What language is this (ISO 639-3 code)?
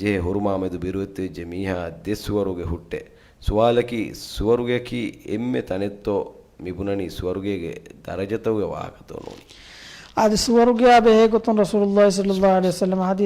div